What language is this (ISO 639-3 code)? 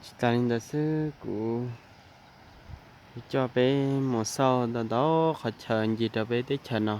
hmn